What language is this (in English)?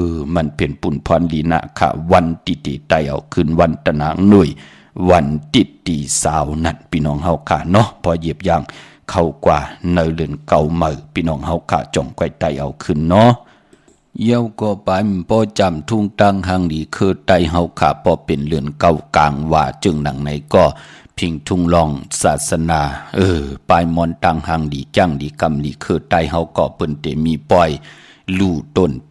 Shan